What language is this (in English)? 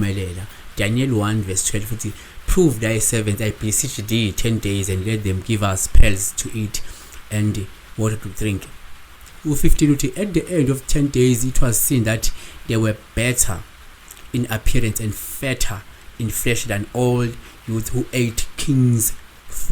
Zulu